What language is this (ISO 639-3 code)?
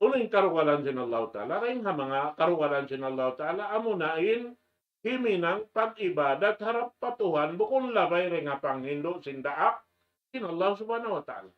tsg